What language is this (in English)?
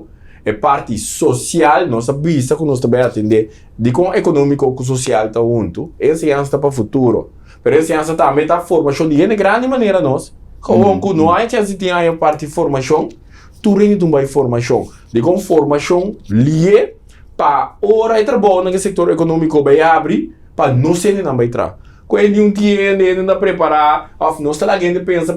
Papiamento